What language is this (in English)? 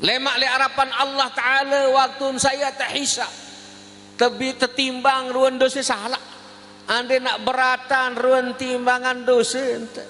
Sasak